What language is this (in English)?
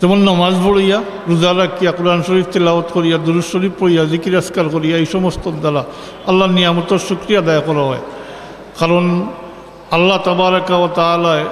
Sylheti